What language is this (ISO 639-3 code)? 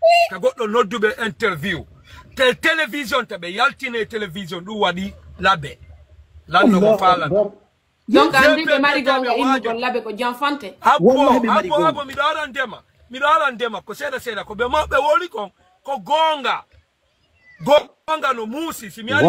ful